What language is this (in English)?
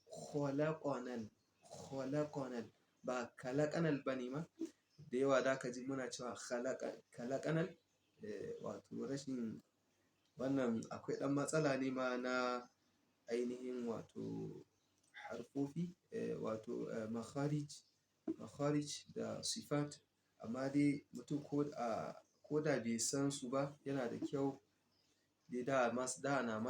Hausa